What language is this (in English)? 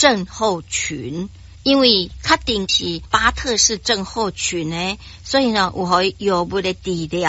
Min Nan Chinese